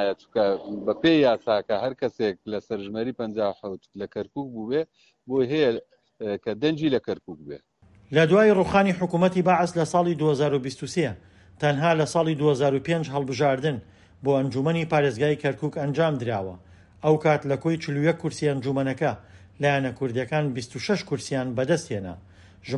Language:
Central Kurdish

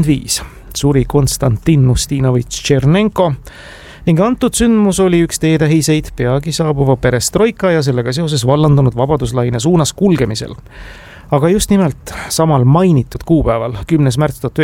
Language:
Estonian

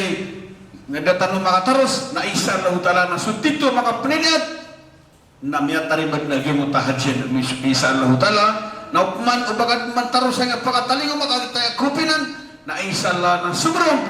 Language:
Maranao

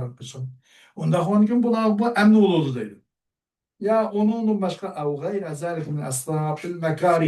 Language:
Uyghur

